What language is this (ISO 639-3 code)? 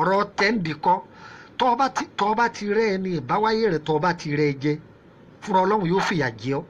yor